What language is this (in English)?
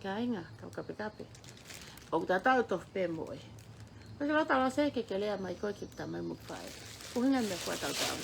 Tongan